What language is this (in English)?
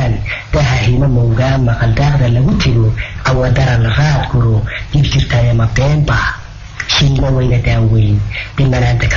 Somali